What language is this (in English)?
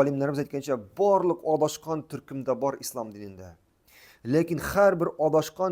Tatar